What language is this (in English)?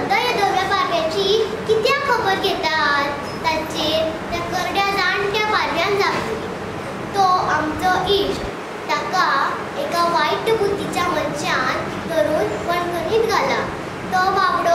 Konkani